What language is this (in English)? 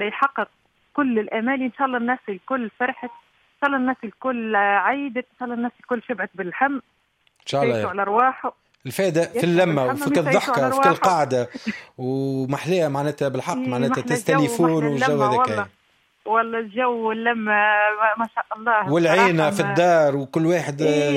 Tunisian Arabic